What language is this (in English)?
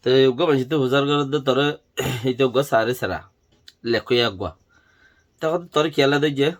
Rohingya